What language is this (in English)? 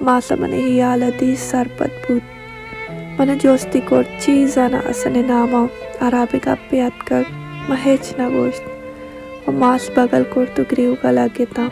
Baluchi